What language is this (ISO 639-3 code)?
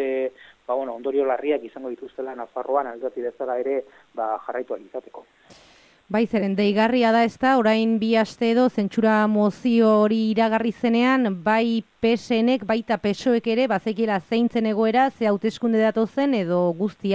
eus